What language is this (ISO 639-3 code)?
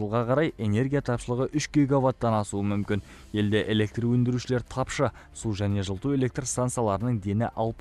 kaz